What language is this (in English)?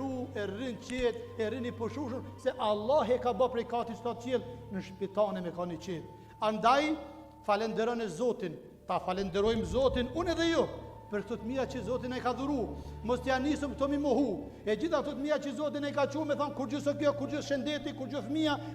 Albanian